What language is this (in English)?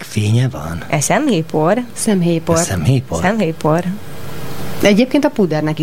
Hungarian